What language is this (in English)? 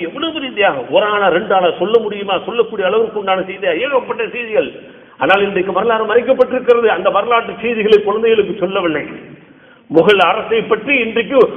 Tamil